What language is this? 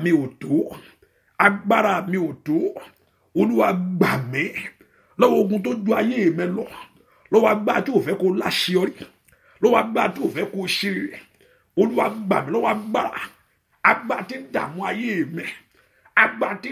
Yoruba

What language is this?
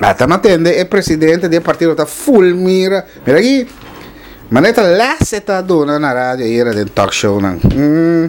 Papiamento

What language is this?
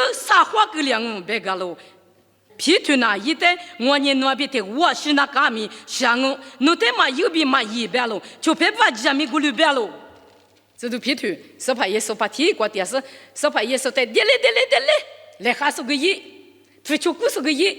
Lisu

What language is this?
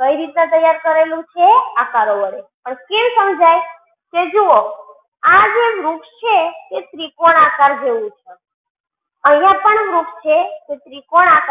Gujarati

